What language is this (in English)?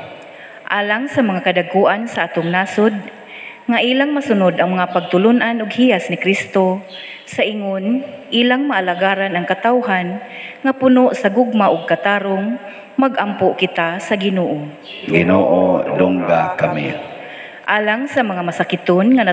Cebuano